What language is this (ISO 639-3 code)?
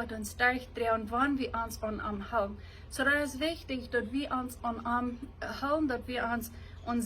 pdt